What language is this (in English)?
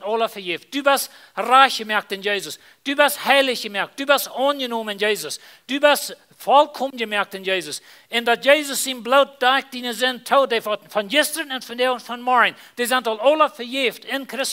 Plautdietsch